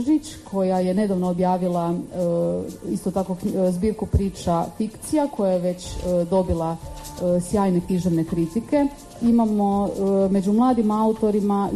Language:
Croatian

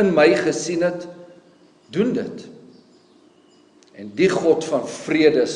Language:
Afrikaans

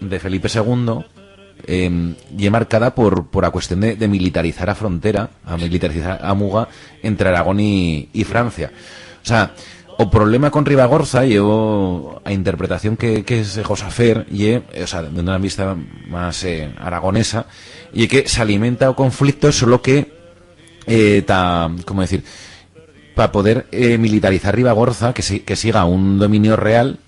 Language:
Aragonese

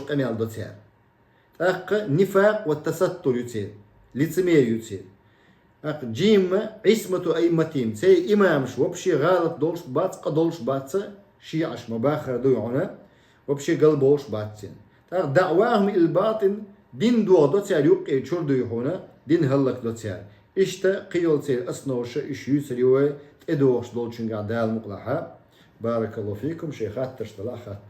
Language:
Chechen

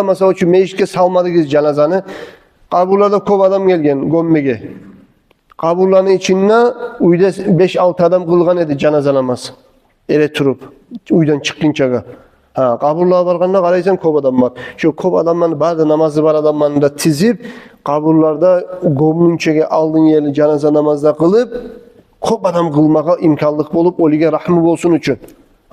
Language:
Kumyk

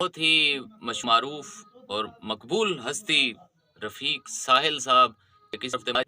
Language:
Saraiki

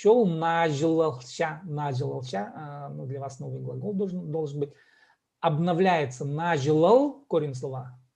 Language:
Khakas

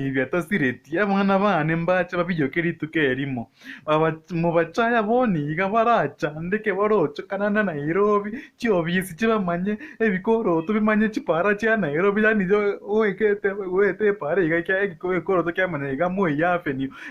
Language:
Gusii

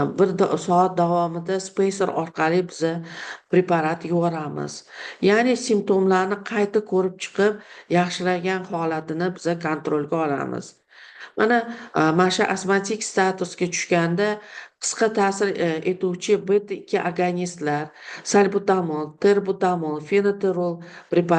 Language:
Uzbek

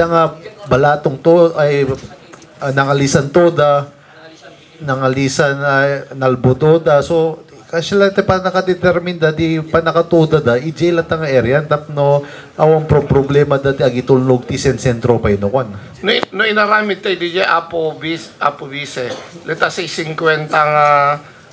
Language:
Iloko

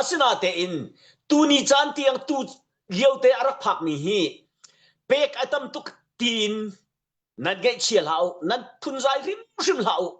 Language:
Hakha Chin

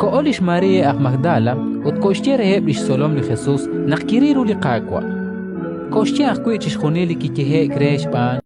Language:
Kekchí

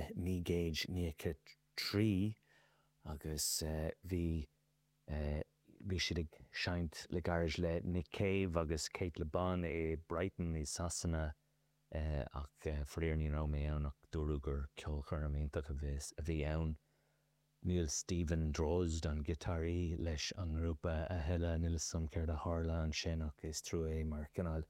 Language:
Irish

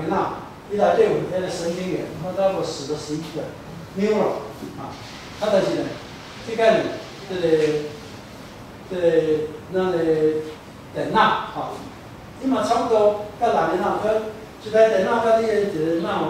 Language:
Min Nan Chinese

